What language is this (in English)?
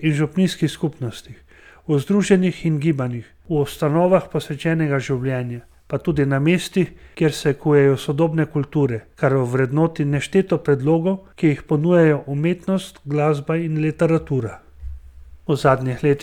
Slovenian